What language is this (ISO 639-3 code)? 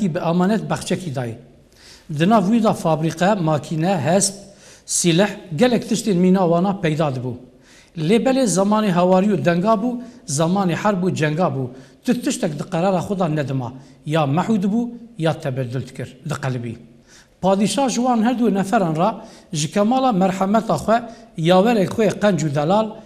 kur